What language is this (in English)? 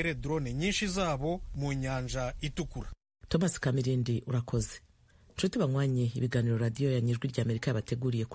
Rundi